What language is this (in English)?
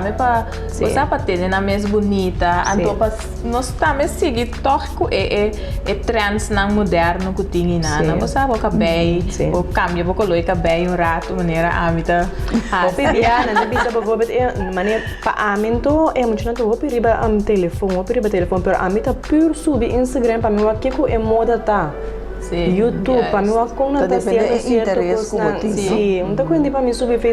Papiamento